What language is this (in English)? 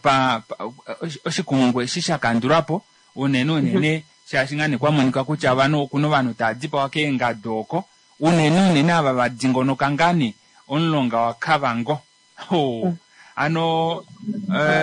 Kuanyama